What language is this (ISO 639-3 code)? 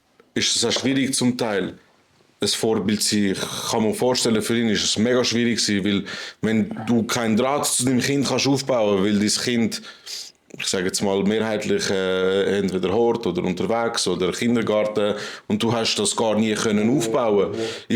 gsw